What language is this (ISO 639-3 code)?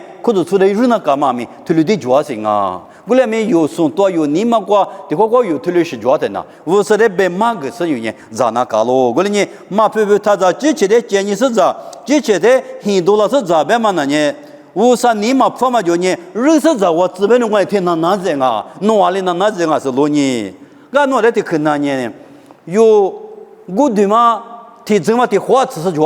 lis